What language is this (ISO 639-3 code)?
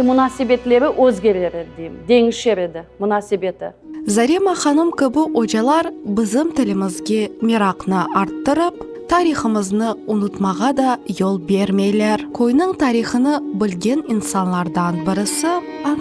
crh